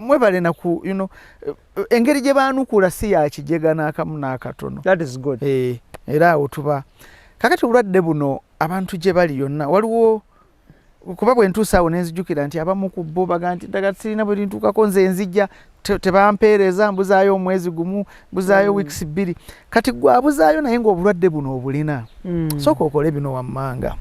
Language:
Ganda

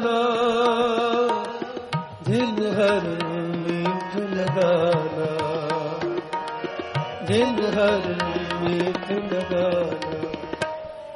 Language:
Punjabi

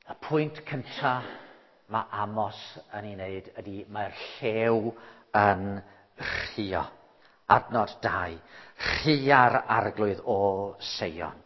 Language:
Welsh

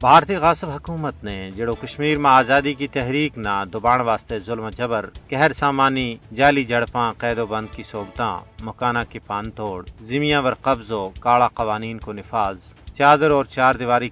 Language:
Gujari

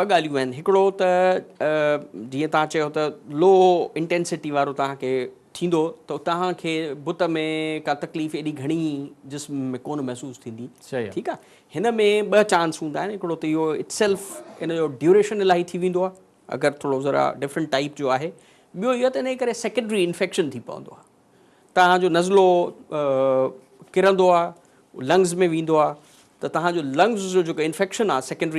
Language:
Sindhi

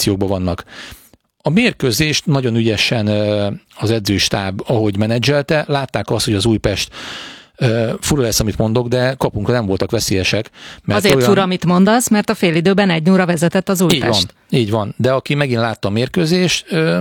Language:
Hungarian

